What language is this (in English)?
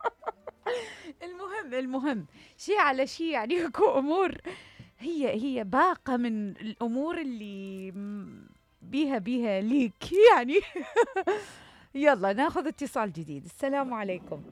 Mesopotamian Arabic